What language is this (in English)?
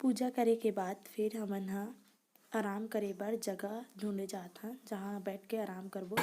Chhattisgarhi